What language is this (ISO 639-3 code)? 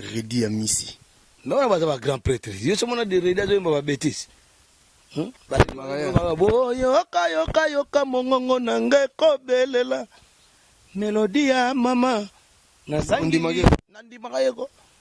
lin